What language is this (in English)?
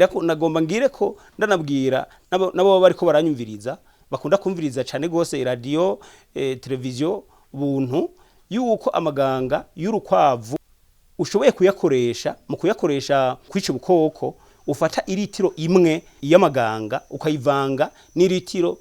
Rundi